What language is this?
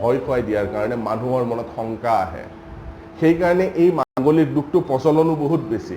Assamese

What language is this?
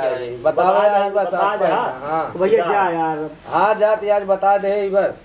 Awadhi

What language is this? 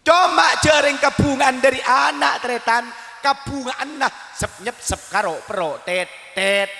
Madurese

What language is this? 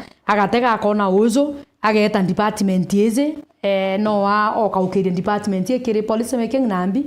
Meru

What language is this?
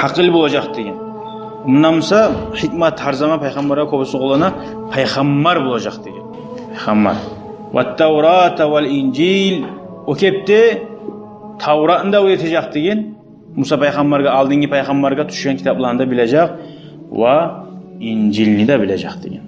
Kumyk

